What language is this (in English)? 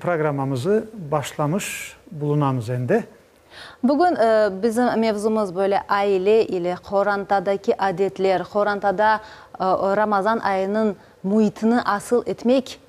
Crimean Tatar